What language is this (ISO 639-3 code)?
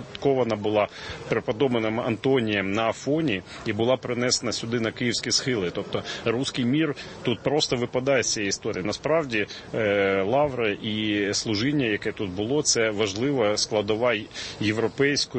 ukr